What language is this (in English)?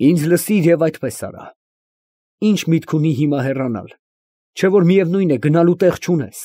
Armenian